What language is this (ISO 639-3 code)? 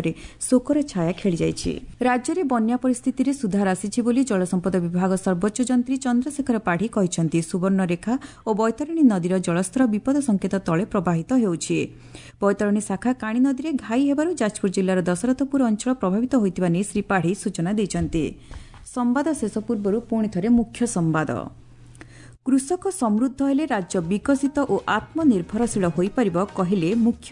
ori